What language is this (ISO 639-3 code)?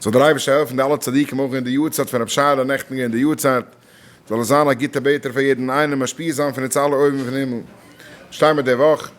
yid